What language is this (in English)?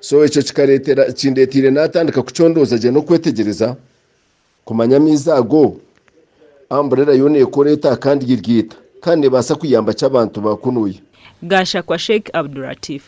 Nyankole